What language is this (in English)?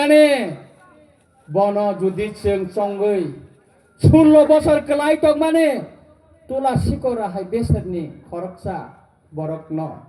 Kok Borok